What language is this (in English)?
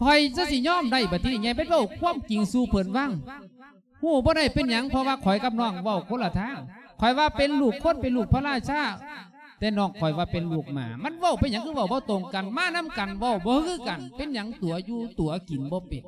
Lao